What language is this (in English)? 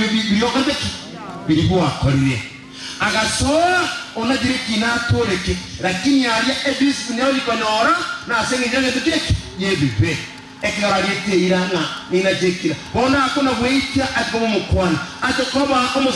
Gusii